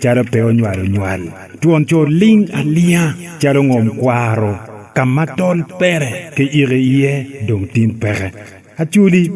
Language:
Acoli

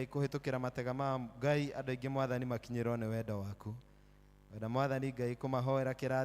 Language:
Kikuyu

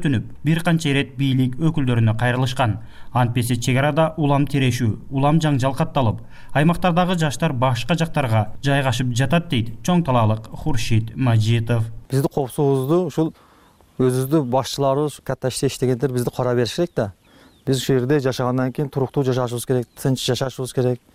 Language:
Kyrgyz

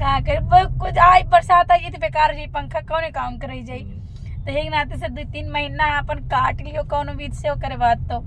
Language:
Awadhi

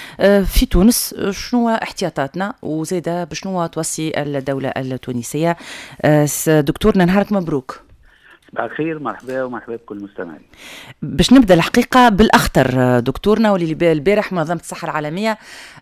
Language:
Tunisian Arabic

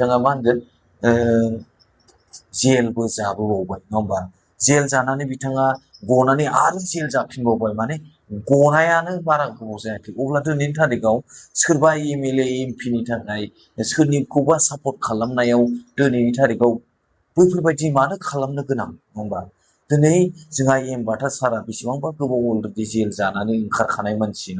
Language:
Bodo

